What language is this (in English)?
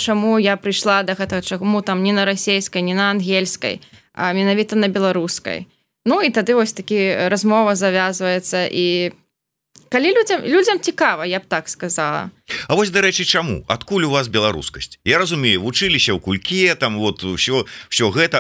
Belarusian